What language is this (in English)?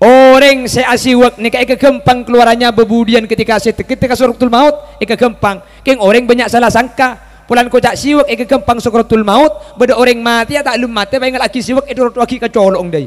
Madurese